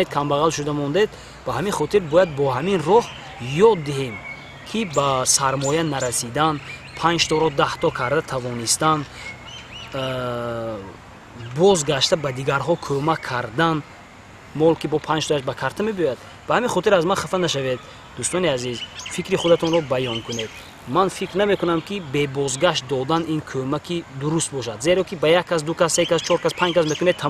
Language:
Tajik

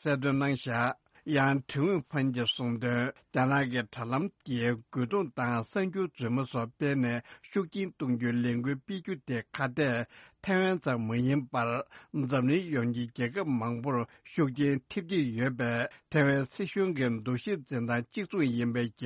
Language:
Tibetan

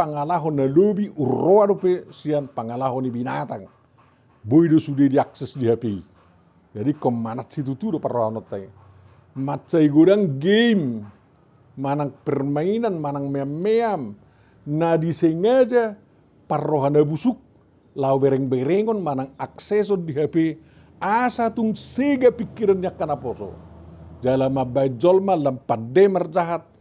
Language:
Batak Toba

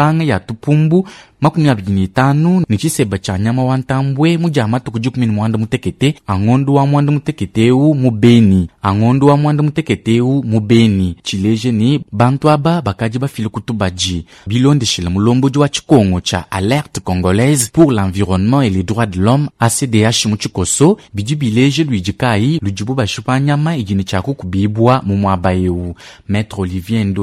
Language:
Luba-Lulua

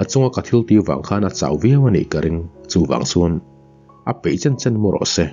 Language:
Mizo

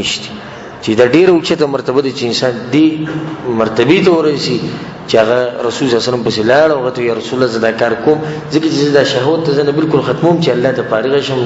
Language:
Pashto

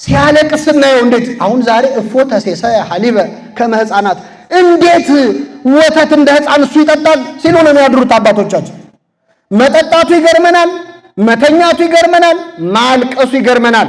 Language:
Amharic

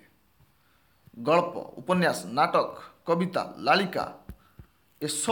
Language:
Odia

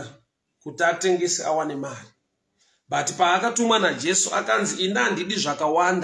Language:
Shona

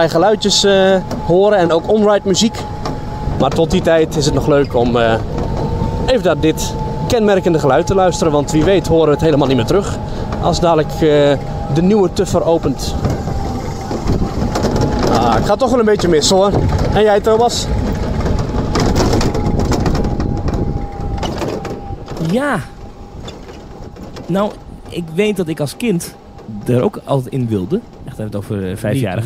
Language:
Dutch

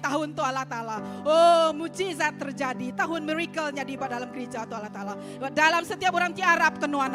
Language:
Iban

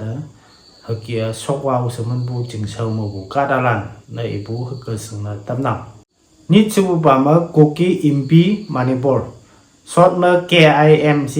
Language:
Konyak Naga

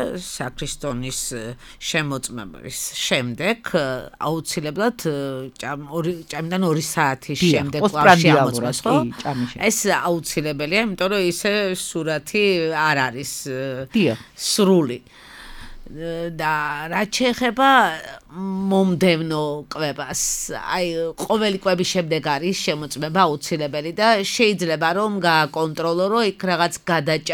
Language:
Georgian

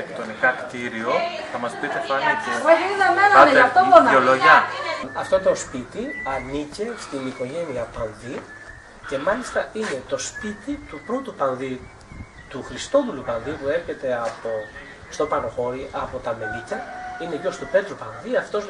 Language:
Greek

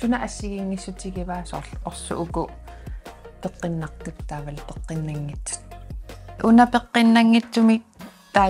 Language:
Kalaallisut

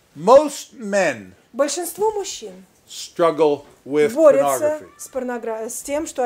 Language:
Russian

